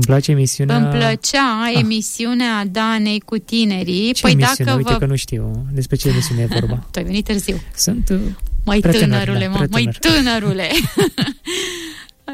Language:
Romanian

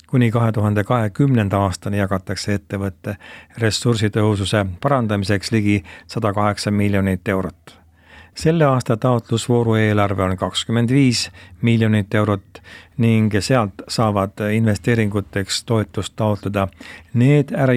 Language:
Estonian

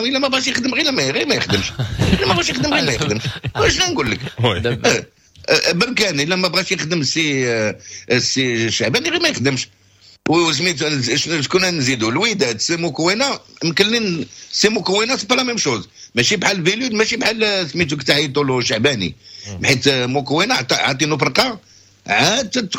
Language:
Moroccan Arabic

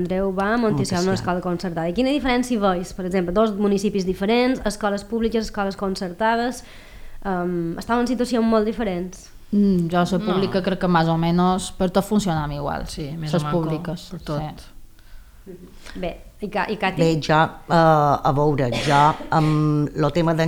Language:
Catalan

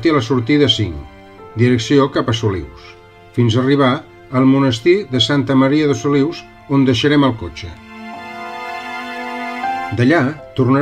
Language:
Catalan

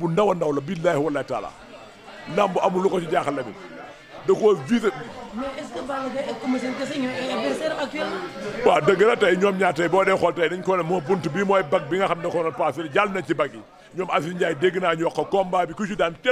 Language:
Wolof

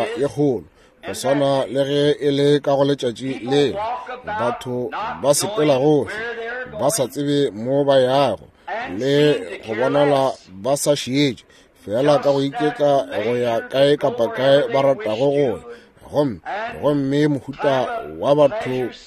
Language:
Northern Sotho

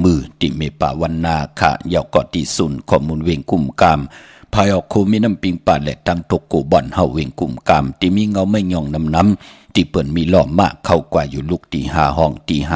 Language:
Shan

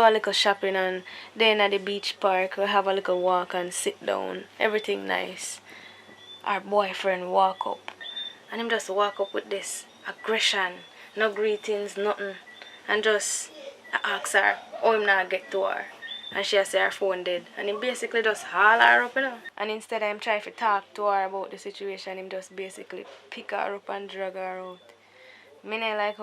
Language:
Jamaican Creole English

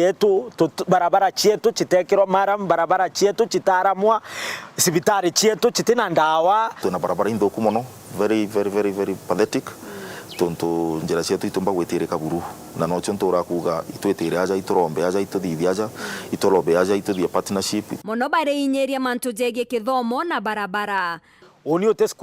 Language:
Meru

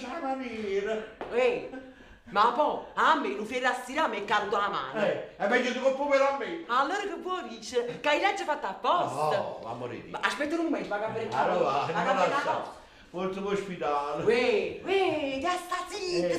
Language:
Neapolitan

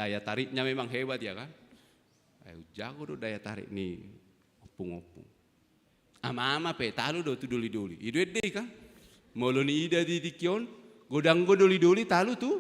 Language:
Batak Toba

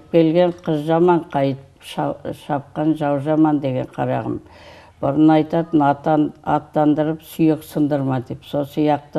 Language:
Kazakh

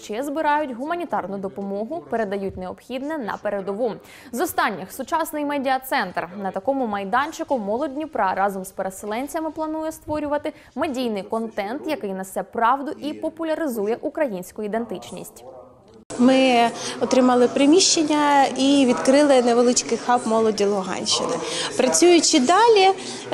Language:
Ukrainian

